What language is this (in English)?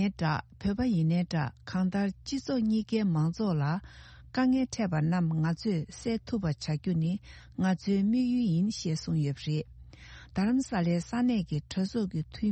Tibetan